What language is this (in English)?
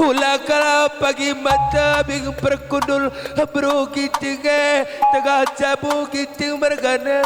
Batak Karo